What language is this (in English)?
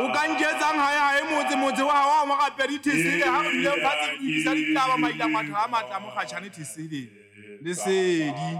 Southern Sotho